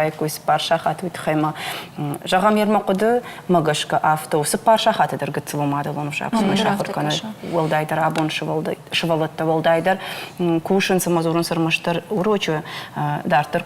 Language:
Ossetic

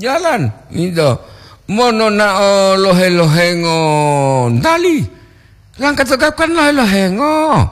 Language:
Gorontalo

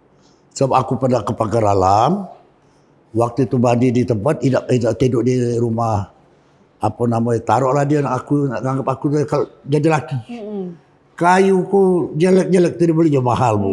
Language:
Musi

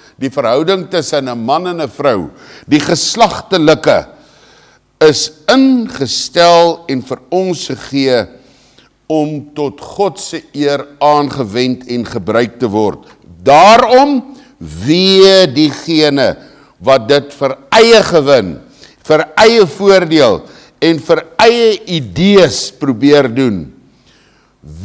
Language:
Afrikaans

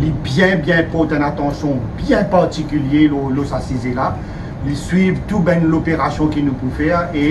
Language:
Morisyen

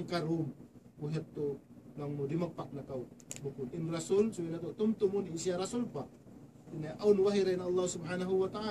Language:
Tausug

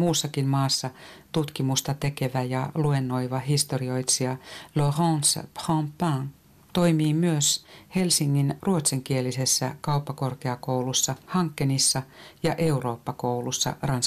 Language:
Finnish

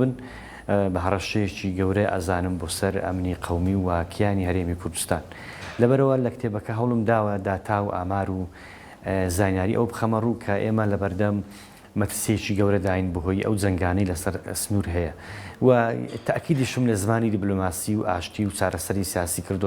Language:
Central Kurdish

